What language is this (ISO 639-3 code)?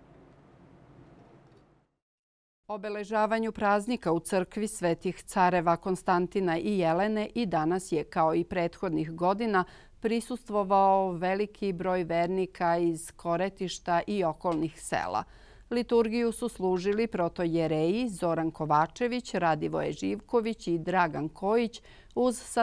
srp